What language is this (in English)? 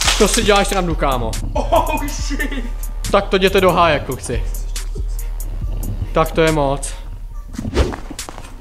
Czech